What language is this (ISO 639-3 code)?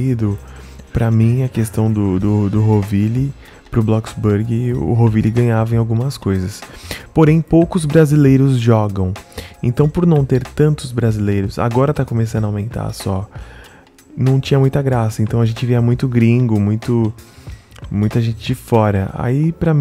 por